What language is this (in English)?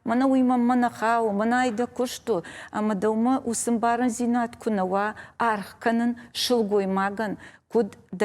Ossetic